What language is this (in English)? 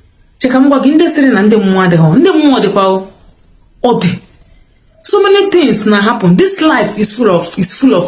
Igbo